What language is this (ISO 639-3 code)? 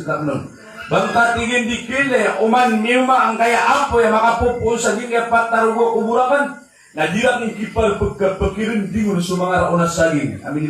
mrw